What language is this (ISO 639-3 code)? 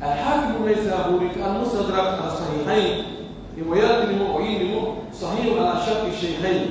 fuf